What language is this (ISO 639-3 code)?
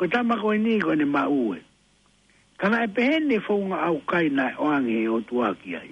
ton